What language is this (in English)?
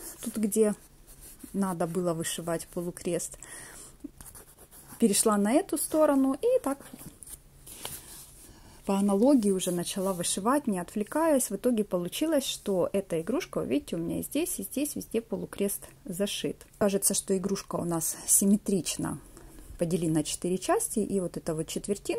Russian